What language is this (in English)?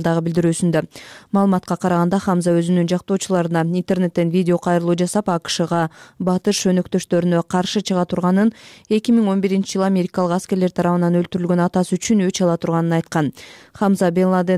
Kyrgyz